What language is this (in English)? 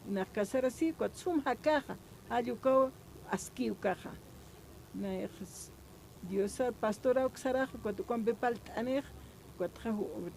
Aymara